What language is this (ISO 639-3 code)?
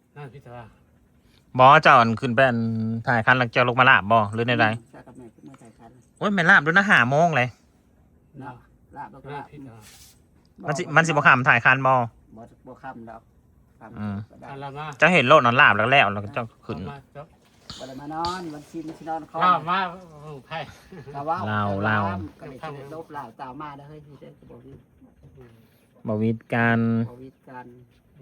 tts